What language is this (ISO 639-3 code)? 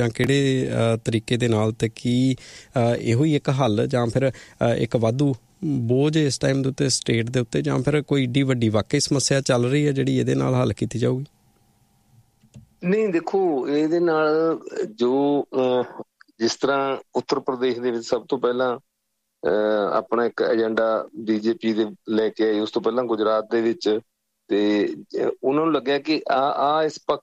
pan